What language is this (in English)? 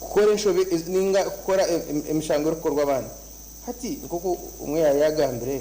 Nyankole